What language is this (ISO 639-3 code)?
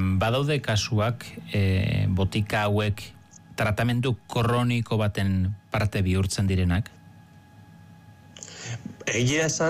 eus